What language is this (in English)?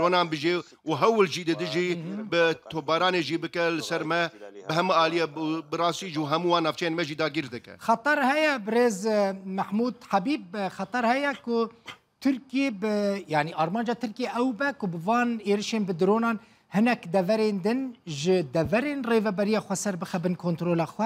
Kurdish